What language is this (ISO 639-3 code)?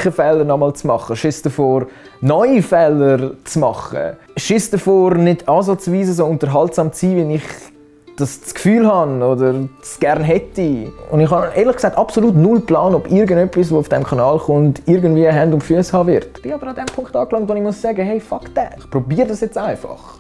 gsw